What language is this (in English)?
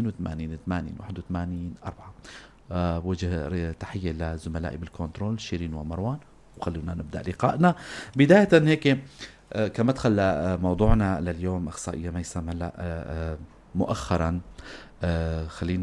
North Levantine Arabic